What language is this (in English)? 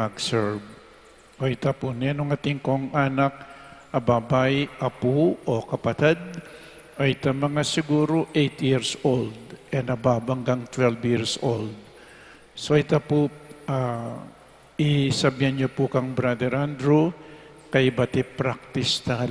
Pampanga